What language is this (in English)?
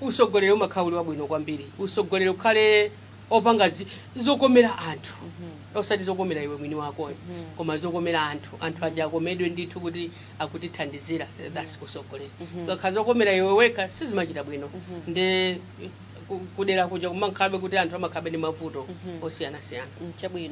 Nyanja